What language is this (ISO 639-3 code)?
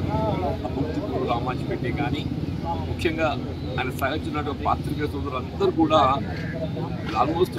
tel